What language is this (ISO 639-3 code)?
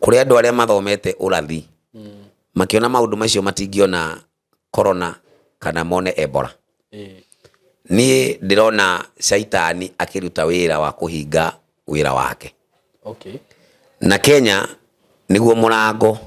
kik